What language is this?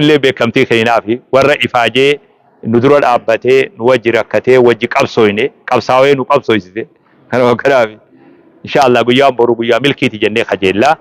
Oromo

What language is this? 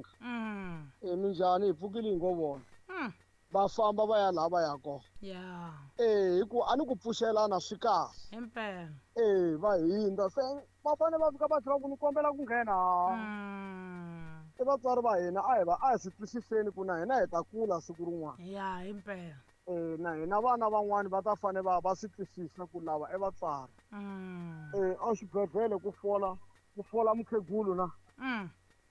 Tsonga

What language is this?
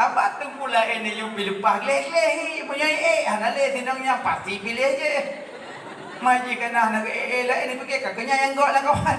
Achinese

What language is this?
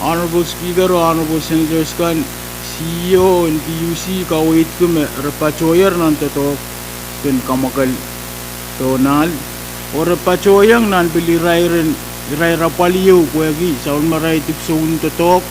Pohnpeian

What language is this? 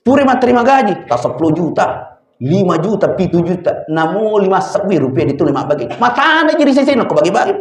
Buginese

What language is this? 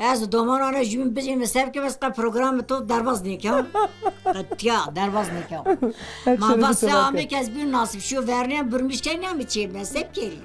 Zaza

